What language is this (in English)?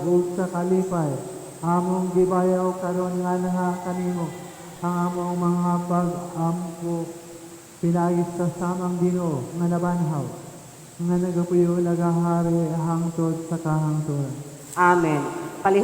Cebuano